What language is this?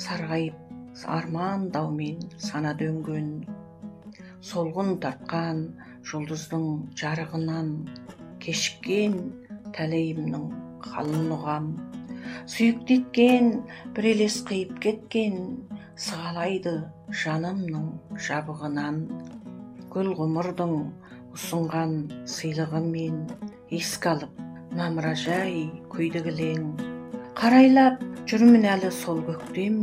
Kazakh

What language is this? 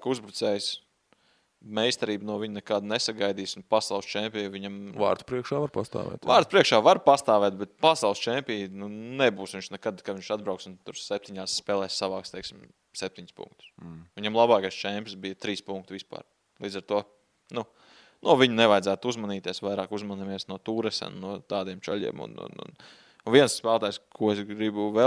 Latvian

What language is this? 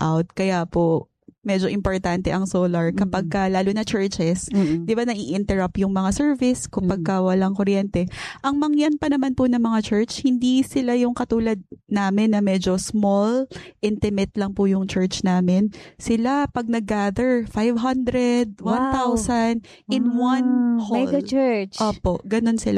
Filipino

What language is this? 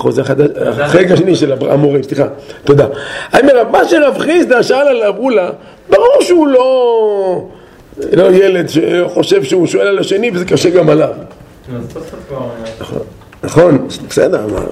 Hebrew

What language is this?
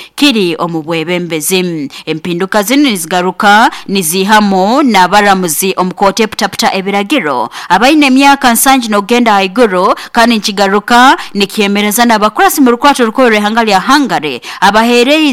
Nyoro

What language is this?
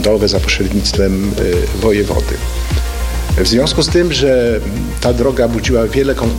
Polish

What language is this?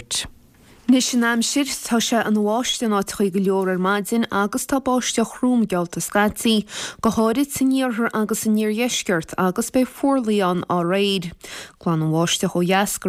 Irish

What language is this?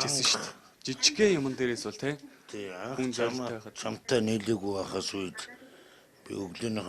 Mongolian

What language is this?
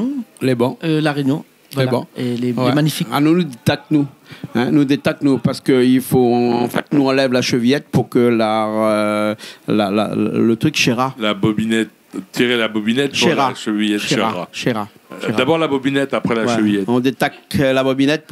Réunion Creole French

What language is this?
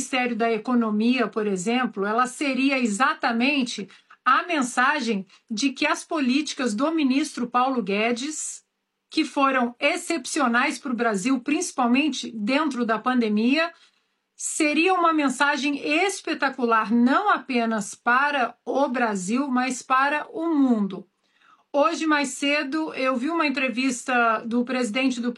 Portuguese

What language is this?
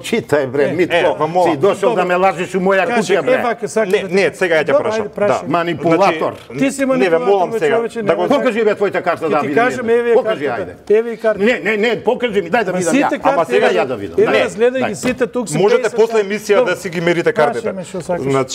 Macedonian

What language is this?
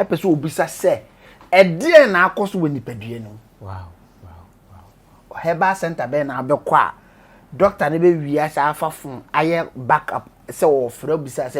Akan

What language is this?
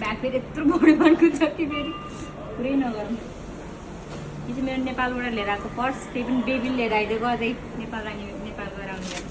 Nepali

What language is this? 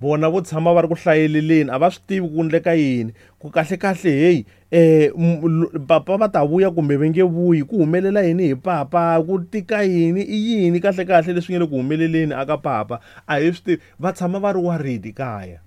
Tsonga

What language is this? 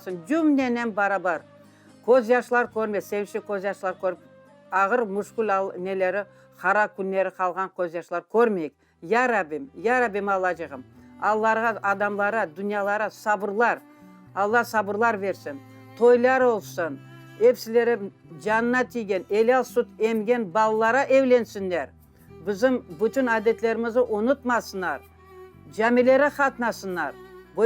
Crimean Tatar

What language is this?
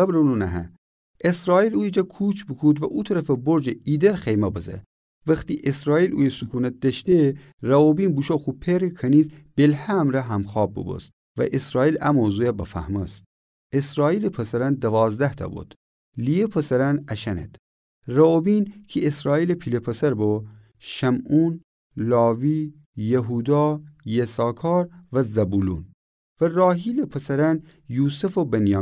Gilaki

